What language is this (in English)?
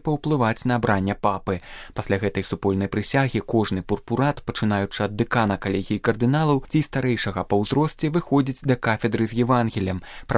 Belarusian